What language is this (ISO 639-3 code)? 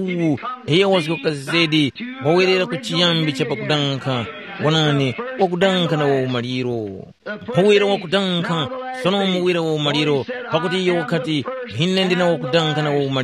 tum